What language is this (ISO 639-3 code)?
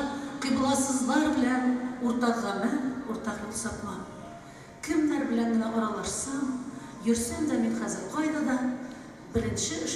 tat